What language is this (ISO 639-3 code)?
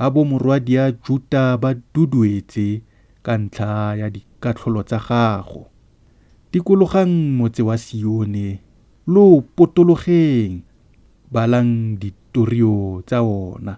tsn